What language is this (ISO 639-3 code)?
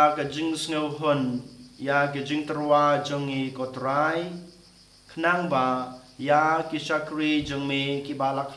kha